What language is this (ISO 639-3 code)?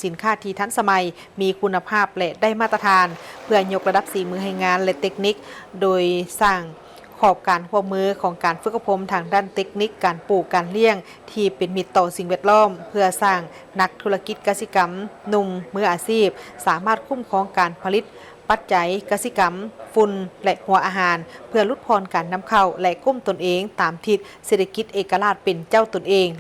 lao